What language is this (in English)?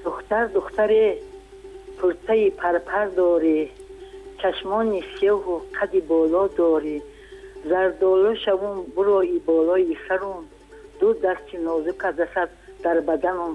Tajik